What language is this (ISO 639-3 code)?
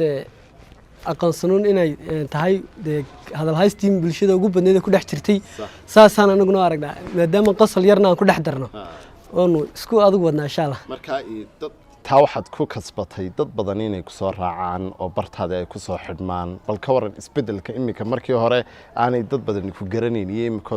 som